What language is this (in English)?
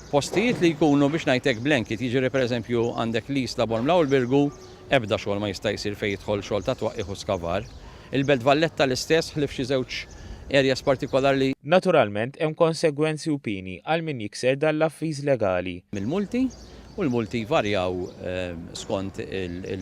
Maltese